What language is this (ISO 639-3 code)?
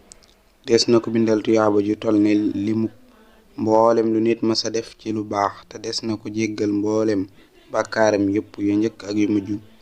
wol